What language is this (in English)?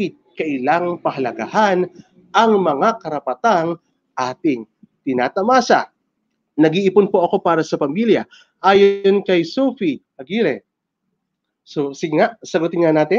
Filipino